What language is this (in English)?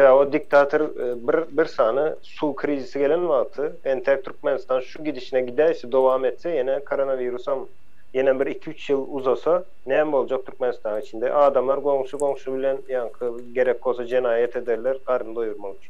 Turkmen